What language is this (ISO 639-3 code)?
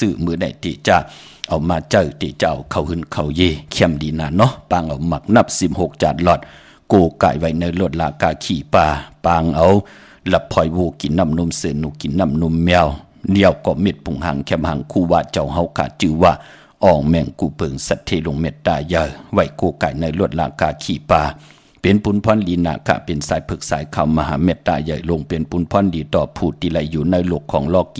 shn